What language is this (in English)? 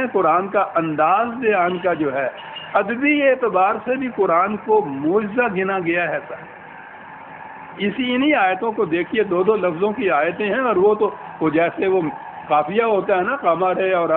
Urdu